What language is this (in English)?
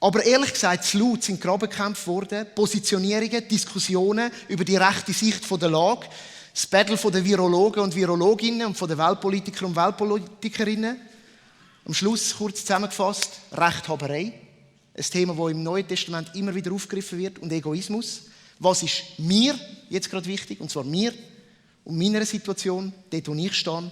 Swiss German